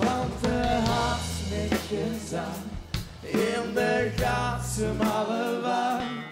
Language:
Limburgish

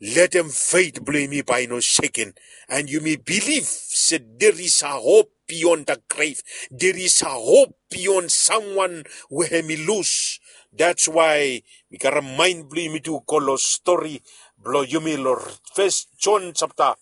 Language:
Bislama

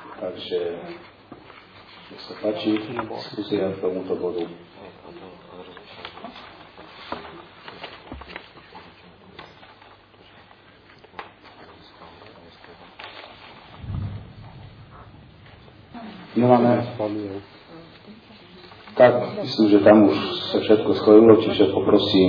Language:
Slovak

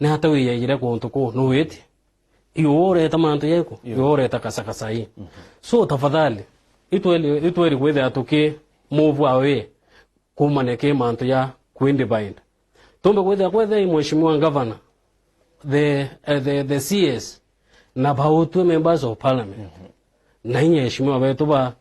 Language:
Meru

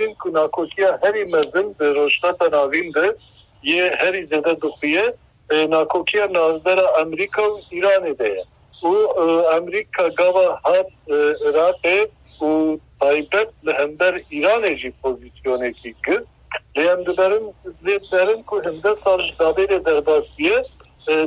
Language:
Kurdish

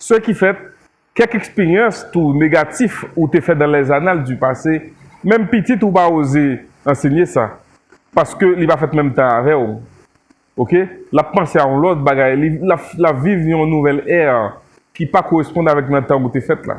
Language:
Haitian Creole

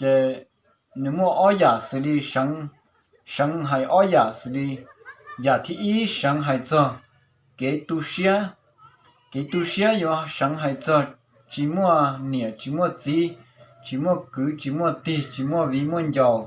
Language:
Hmong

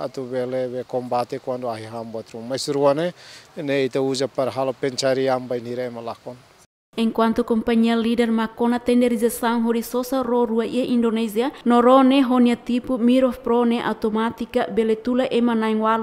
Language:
Tetum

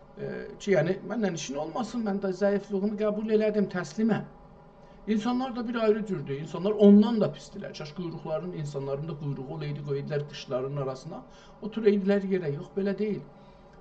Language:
South Azerbaijani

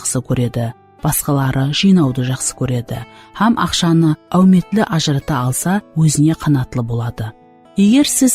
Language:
Kara-Kalpak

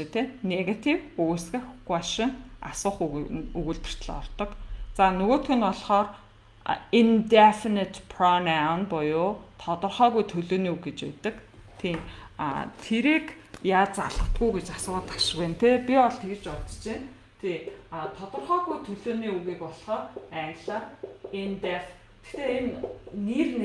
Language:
Mongolian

